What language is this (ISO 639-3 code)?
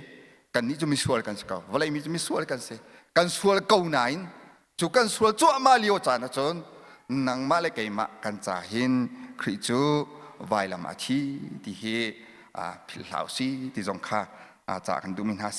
cnh